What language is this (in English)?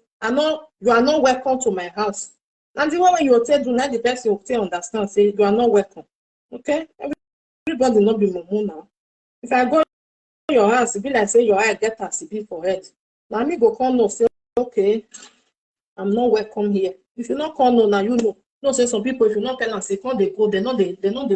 Nigerian Pidgin